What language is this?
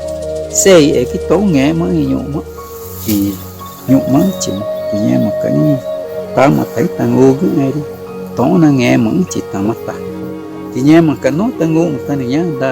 Ticuna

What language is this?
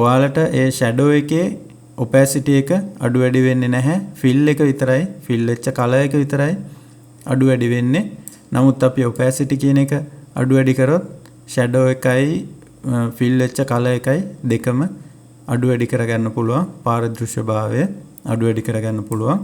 Sinhala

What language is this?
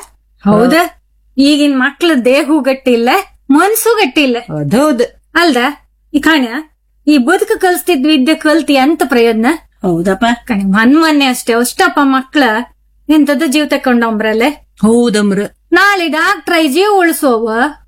Kannada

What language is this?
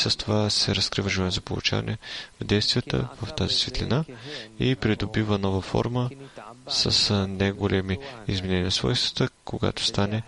Bulgarian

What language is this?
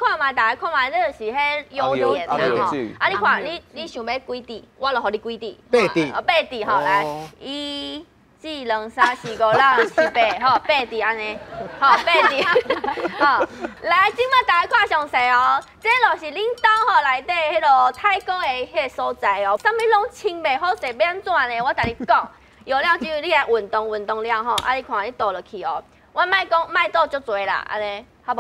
Min Nan Chinese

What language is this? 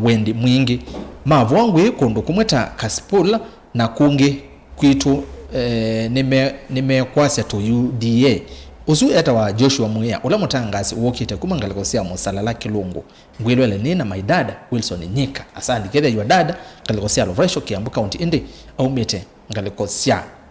Kamba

